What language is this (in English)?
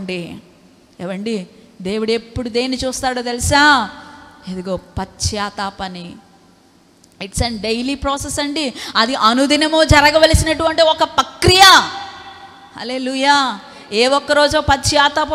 Telugu